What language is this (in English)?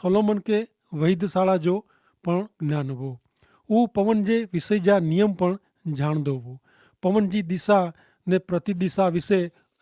Kachhi